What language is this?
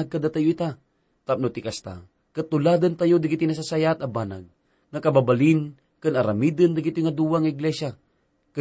Iloko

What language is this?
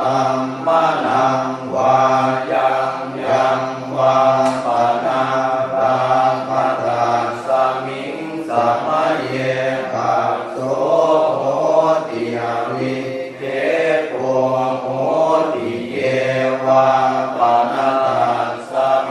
Pali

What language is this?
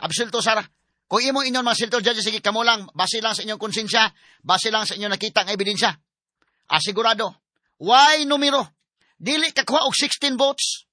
Cebuano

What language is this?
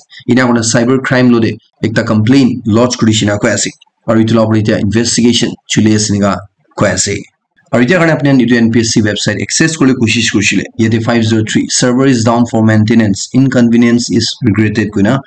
Naga Pidgin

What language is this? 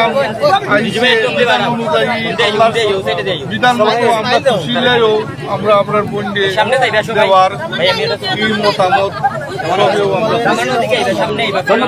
Sylheti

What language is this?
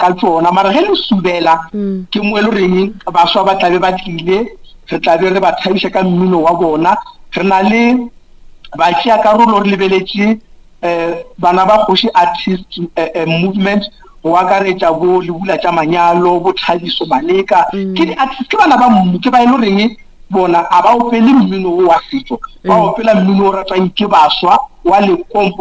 Northern Sotho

